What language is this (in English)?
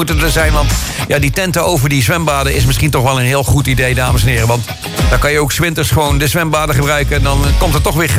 Dutch